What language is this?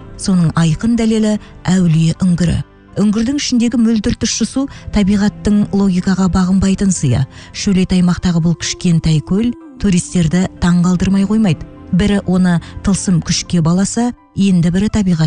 Kazakh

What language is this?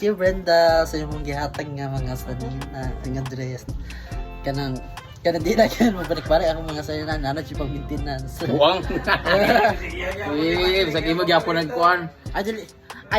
Cebuano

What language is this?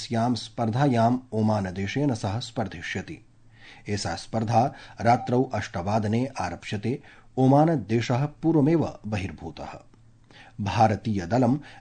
Sanskrit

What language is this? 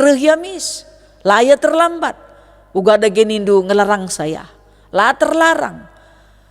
Batak Karo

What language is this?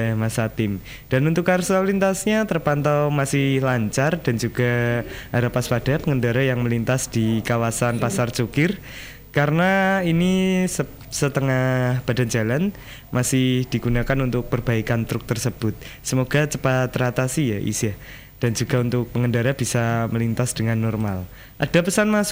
Indonesian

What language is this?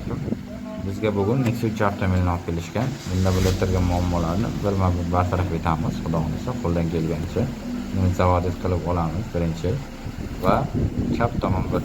Uzbek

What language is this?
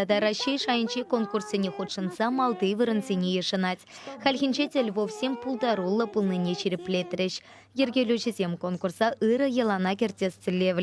Chuvash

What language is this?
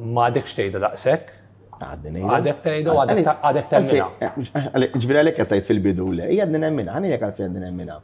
Maltese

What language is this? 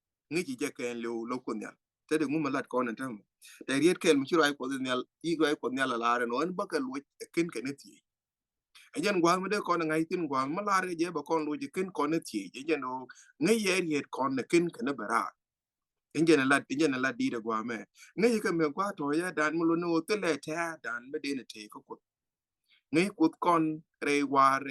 Nuer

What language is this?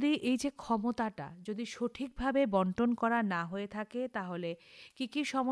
Bangla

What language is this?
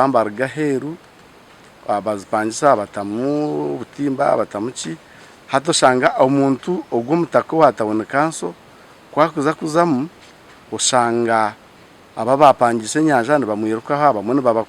Nyankole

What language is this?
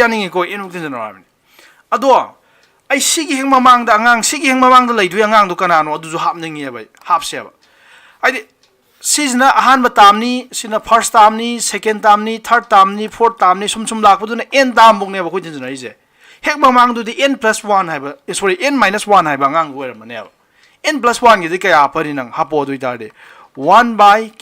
Manipuri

